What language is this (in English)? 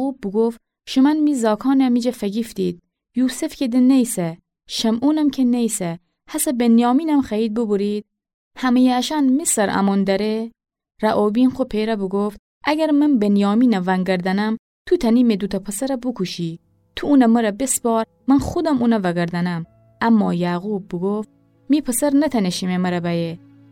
Gilaki